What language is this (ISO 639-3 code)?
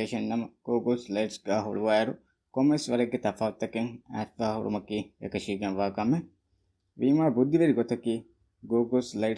div